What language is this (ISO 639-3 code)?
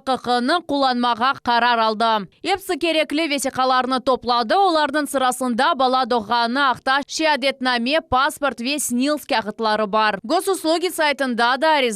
crh